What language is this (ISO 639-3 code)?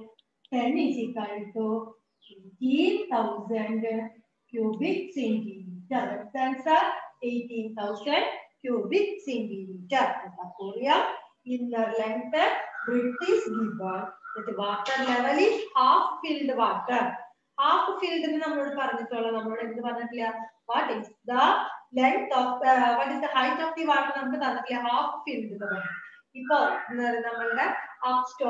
mal